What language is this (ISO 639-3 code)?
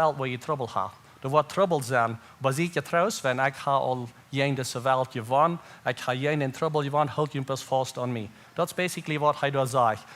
pdt